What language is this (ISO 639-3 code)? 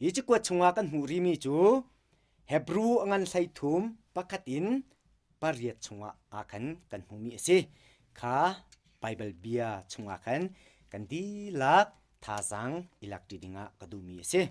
cnh